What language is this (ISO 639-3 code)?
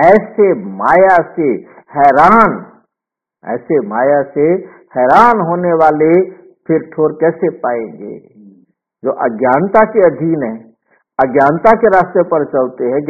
hin